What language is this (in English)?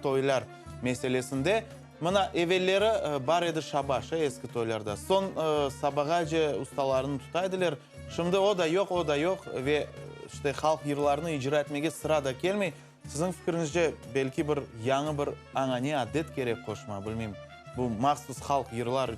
Crimean Tatar